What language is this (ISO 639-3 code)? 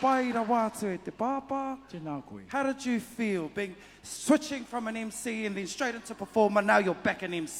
mri